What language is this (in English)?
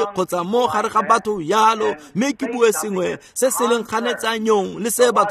Tswana